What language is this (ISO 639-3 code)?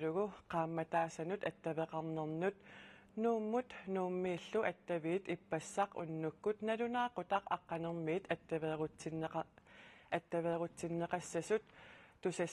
kal